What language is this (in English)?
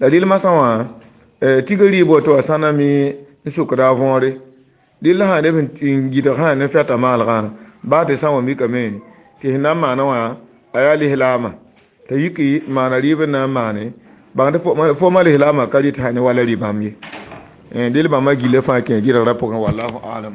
Mossi